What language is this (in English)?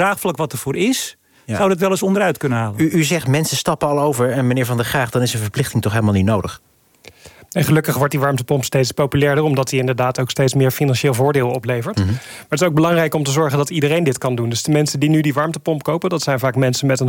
Dutch